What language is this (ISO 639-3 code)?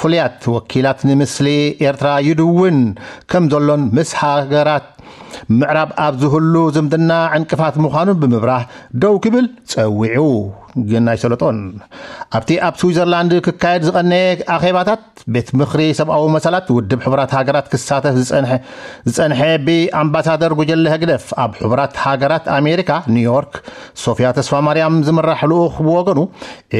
tir